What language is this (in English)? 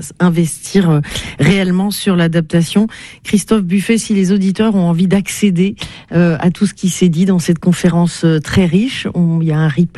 French